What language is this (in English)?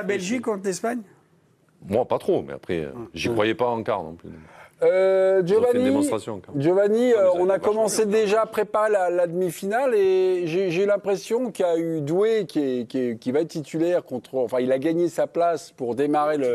French